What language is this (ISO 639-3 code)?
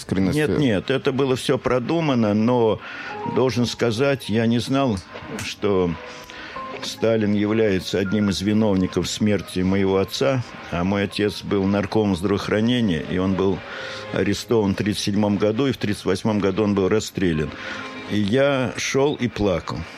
rus